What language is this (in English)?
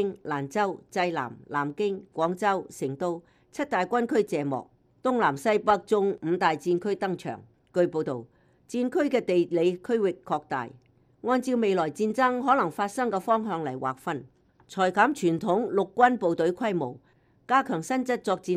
Cantonese